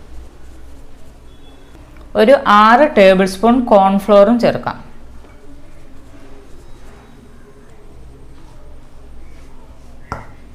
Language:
Malayalam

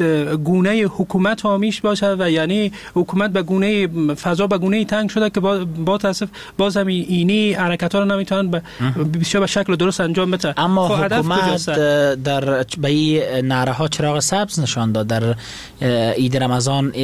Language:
Persian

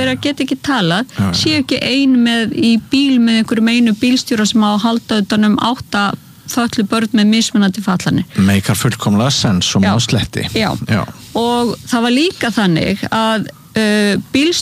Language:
Icelandic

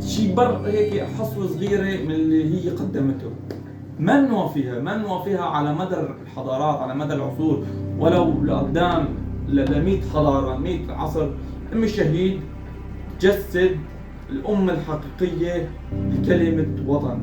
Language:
Egyptian Arabic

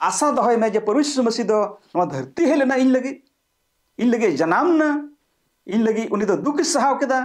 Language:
Santali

